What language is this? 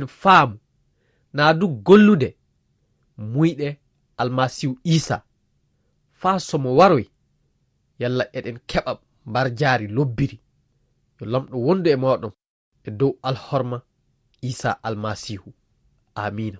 Fula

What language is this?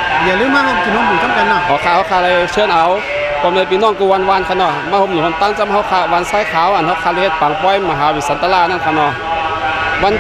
Shan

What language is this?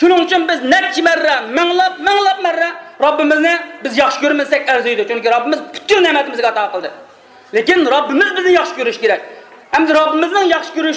Uyghur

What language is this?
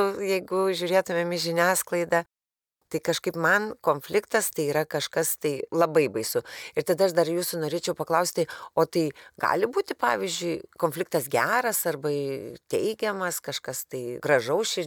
Lithuanian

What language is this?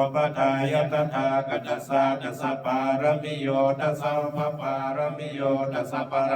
Pali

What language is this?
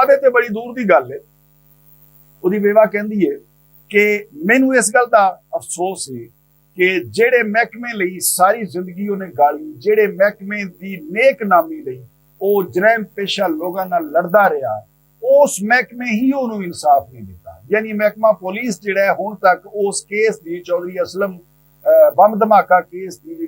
Western Panjabi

